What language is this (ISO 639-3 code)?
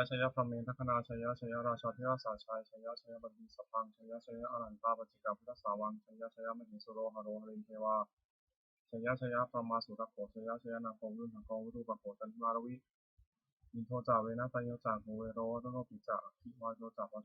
pli